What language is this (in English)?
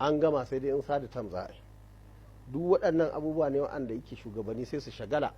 Hausa